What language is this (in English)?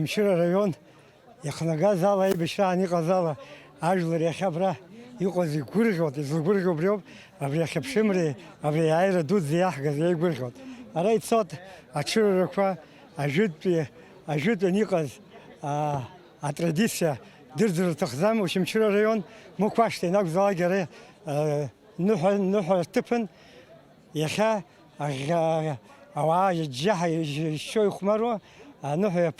Abkhazian